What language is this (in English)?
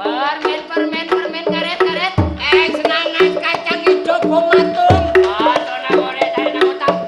Madurese